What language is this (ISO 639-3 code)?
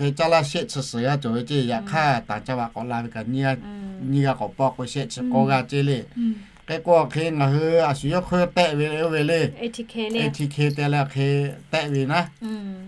lhu